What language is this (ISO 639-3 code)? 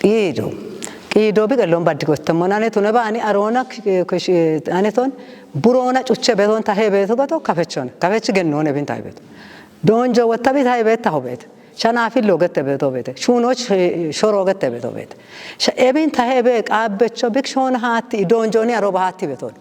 kbr